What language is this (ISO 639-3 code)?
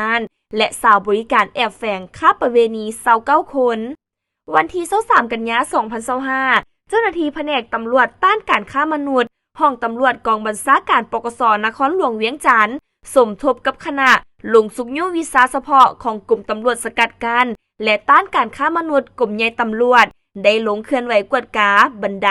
lao